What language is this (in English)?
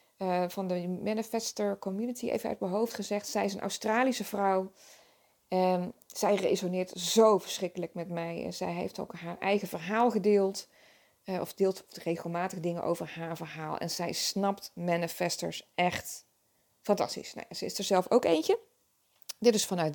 Dutch